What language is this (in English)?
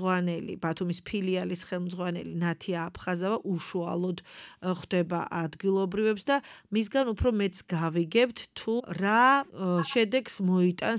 Georgian